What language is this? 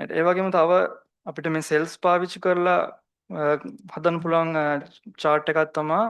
Sinhala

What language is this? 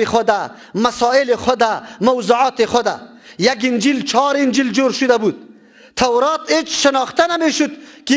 Persian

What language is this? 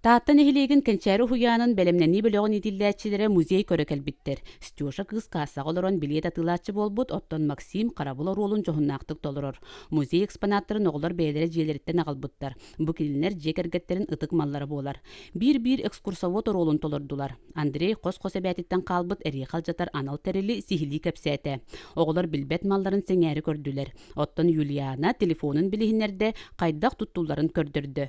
Yakut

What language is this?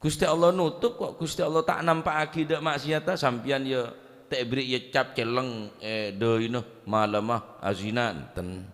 Madurese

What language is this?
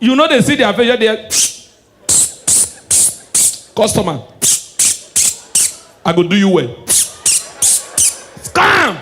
Nigerian Pidgin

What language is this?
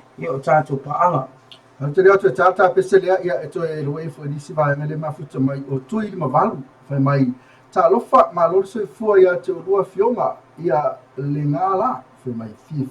Samoan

